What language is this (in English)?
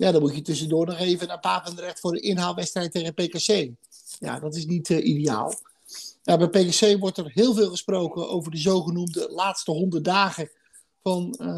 Dutch